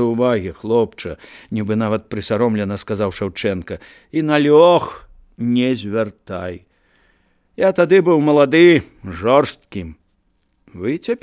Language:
Belarusian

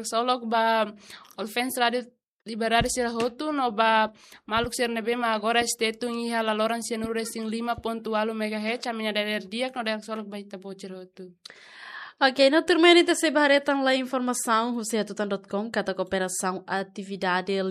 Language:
Tetum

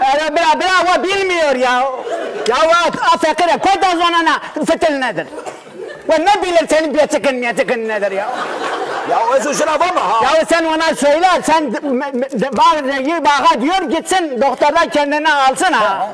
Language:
Zaza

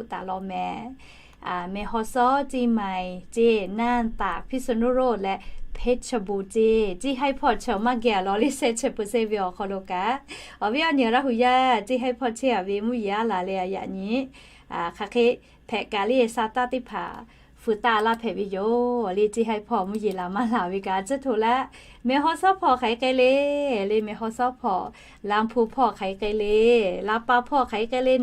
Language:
Lahu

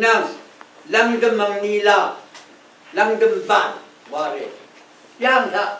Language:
Rawang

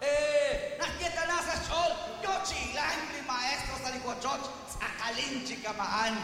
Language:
Kekchí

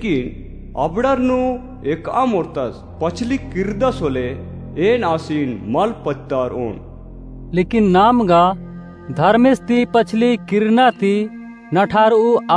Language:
Kurukh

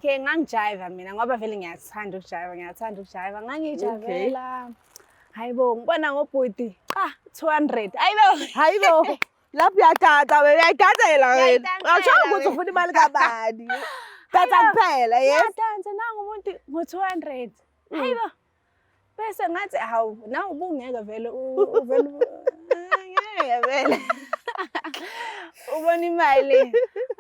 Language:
Zulu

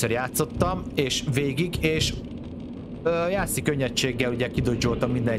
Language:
Hungarian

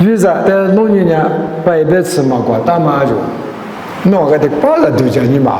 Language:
Lisu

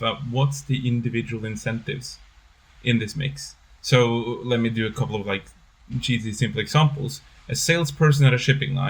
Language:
English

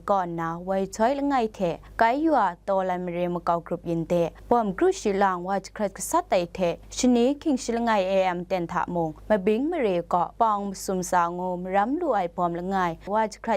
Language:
Kachin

